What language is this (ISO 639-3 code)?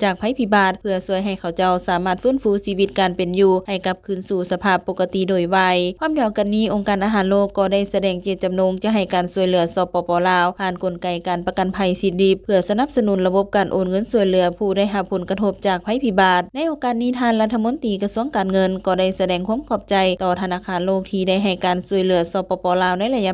lao